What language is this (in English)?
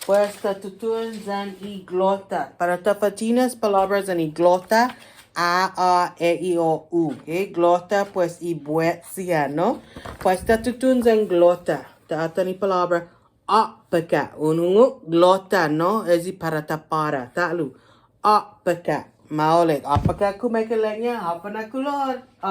Chamorro